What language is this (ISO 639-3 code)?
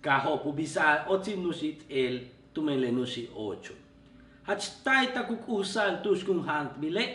yua